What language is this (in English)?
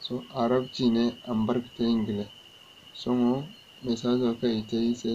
Zarma